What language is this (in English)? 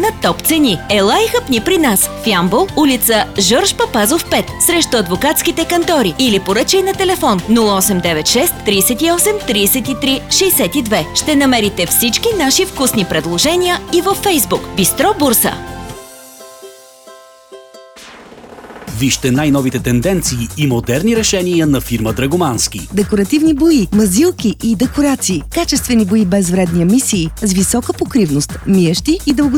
Bulgarian